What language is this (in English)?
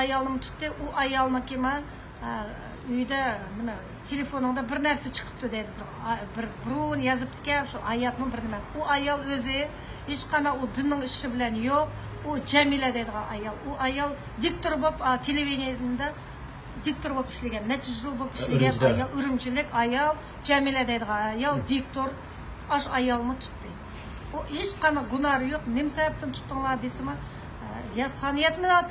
Uyghur